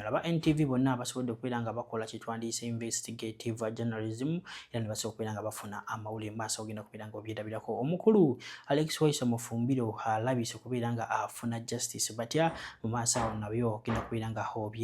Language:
Ganda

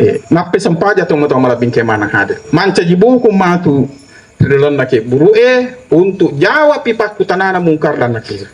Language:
Buginese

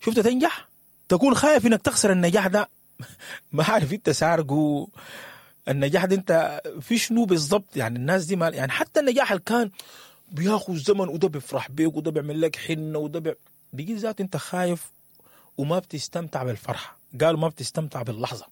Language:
Sudanese Arabic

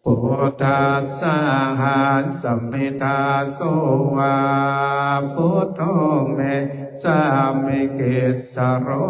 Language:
Pali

